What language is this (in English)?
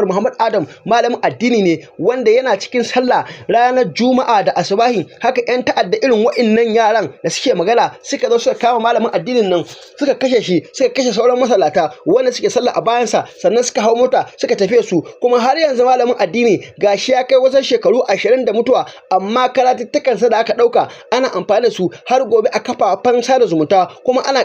Hausa